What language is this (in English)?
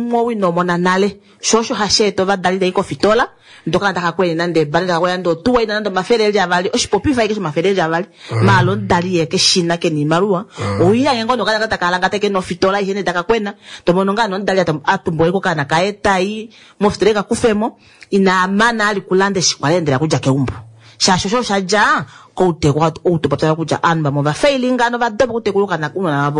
Kuanyama